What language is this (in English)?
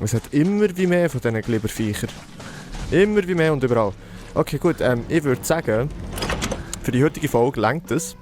Swiss German